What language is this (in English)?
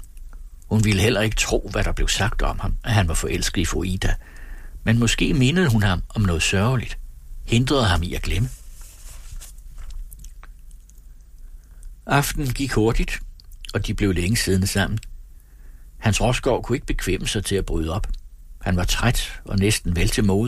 Danish